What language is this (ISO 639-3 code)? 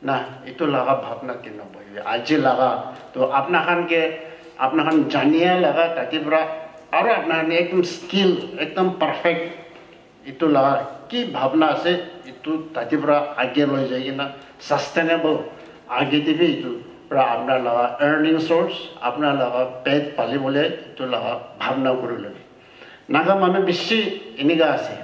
nag